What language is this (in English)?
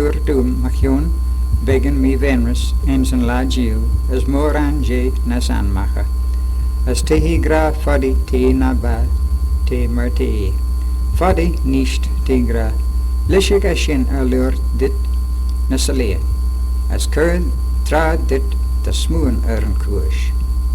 Manx